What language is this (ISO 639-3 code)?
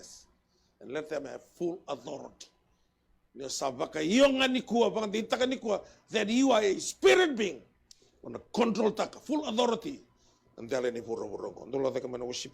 fij